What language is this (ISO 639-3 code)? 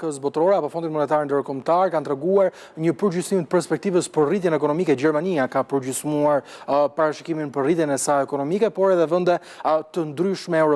sqi